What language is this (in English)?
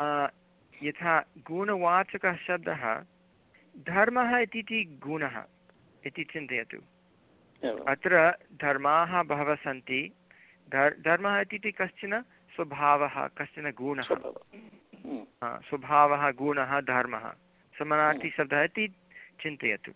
Sanskrit